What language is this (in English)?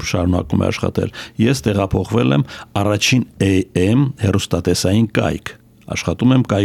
Armenian